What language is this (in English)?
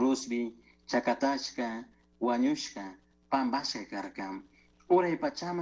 Chimborazo Highland Quichua